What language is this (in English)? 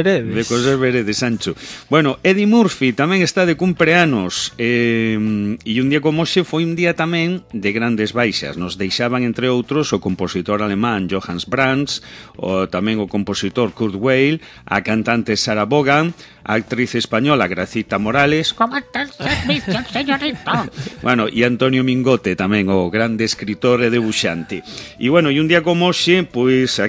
Galician